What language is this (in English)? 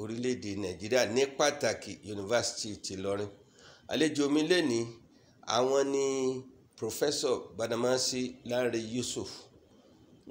Yoruba